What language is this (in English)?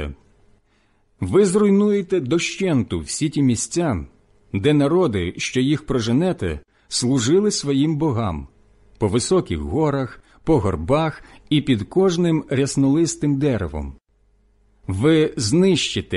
Ukrainian